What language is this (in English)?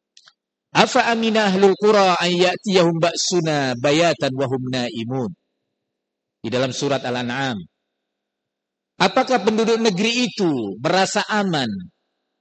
Indonesian